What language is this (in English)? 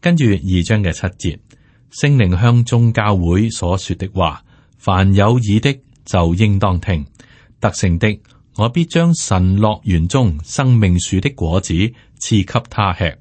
Cantonese